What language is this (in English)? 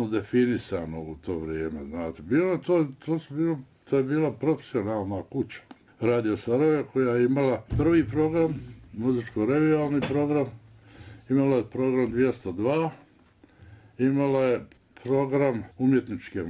Bosnian